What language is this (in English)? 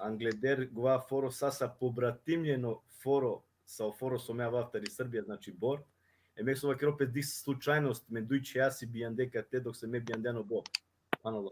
Balkan Romani